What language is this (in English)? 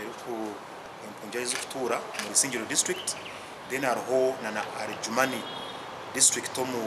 Nyankole